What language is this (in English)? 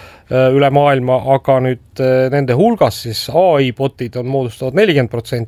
Estonian